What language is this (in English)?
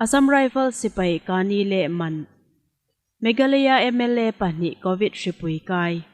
Hmar